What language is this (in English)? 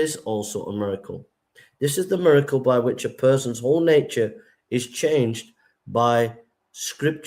English